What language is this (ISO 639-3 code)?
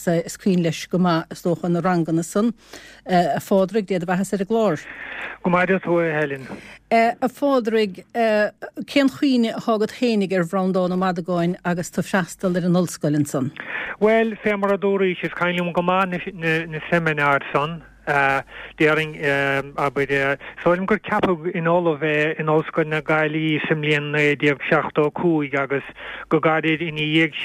gle